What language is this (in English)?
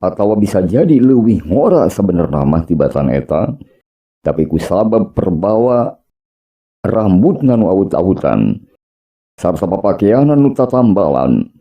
Sundanese